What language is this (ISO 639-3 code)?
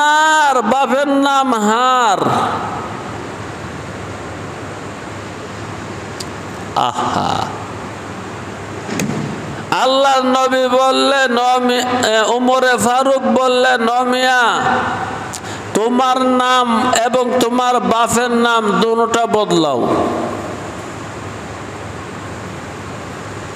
ben